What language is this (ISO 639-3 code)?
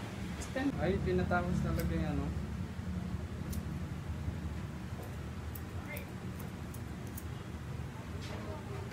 fil